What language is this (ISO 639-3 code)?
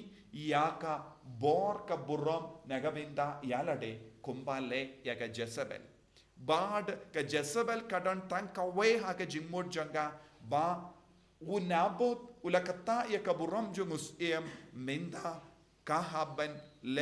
kha